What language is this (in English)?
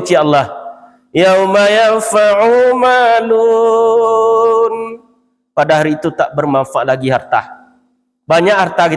Minangkabau